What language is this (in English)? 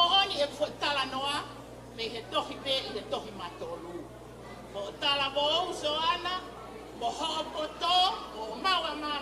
Tongan